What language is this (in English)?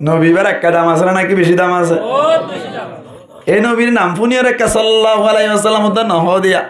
Rohingya